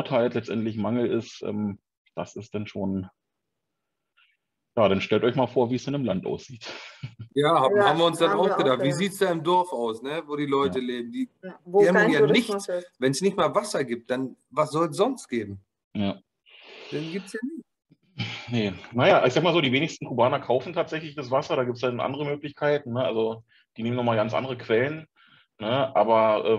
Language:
German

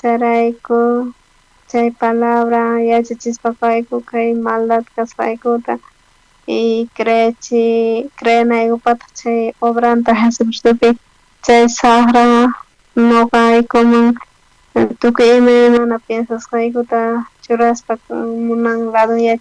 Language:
South Bolivian Quechua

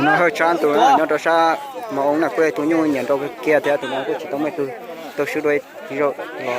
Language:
Hmong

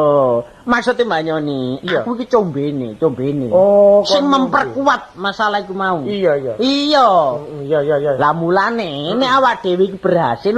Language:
Javanese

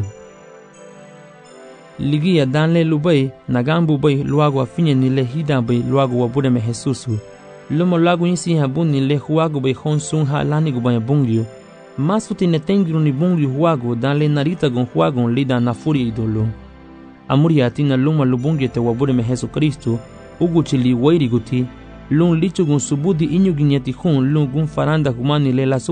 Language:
Garifuna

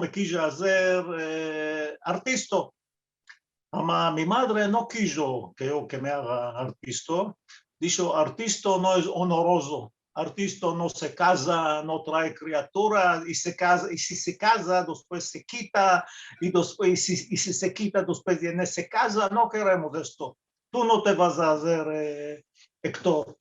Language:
Ladino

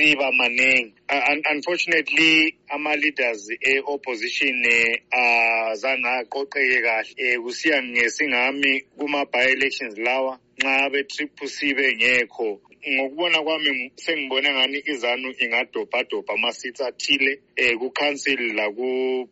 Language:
North Ndebele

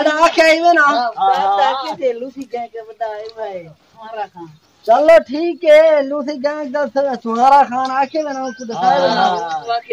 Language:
Saraiki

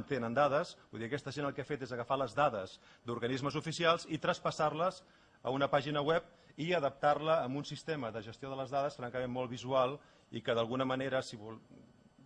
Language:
Catalan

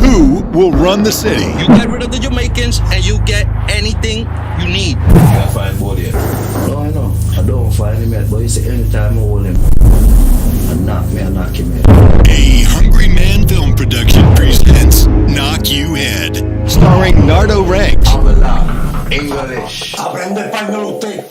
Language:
Jamaican Creole English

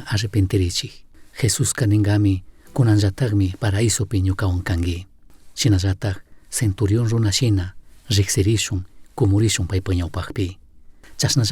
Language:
Chimborazo Highland Quichua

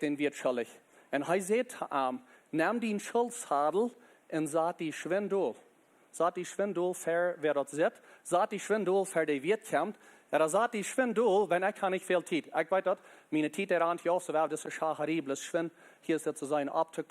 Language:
Plautdietsch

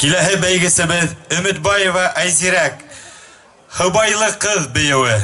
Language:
Bashkir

